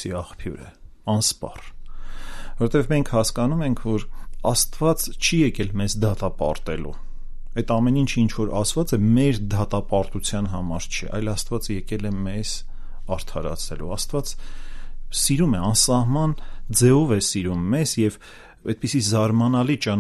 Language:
Armenian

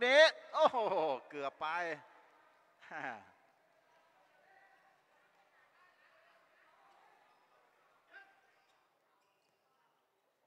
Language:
Thai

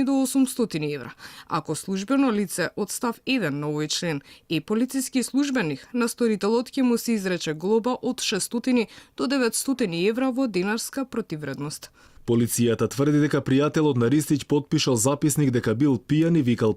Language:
Macedonian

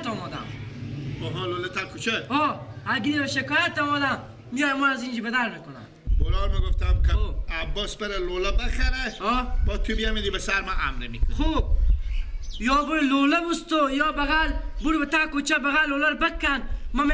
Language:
Persian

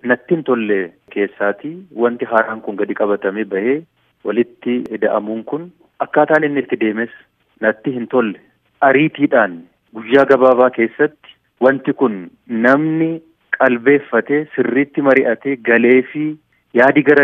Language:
Oromo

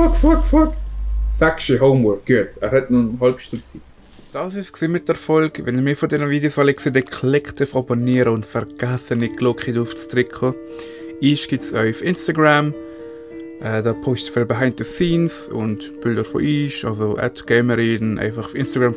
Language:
Swiss German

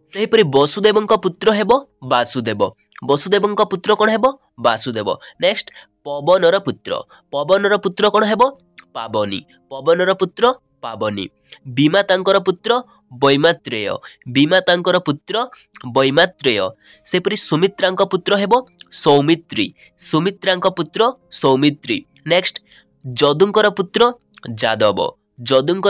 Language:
Odia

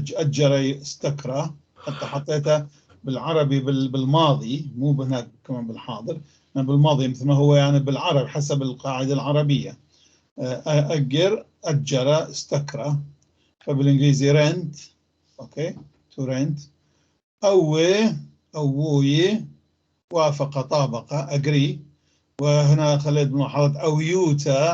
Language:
North Levantine Arabic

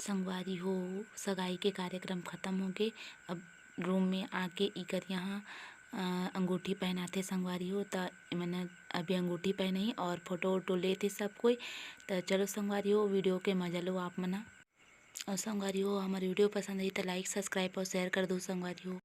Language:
Chhattisgarhi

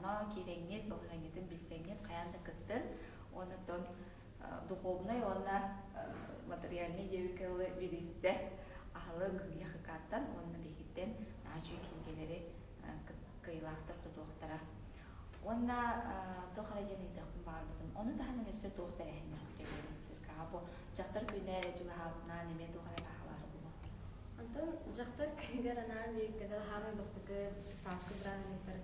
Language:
Yakut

